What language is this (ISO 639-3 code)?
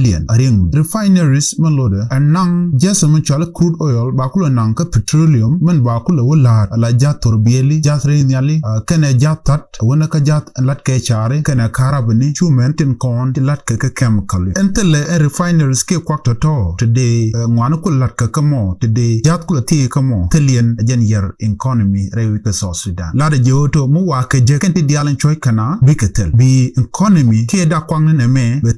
nus